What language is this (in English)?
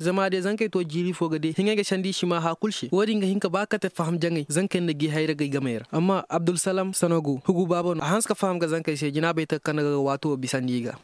Koyraboro Senni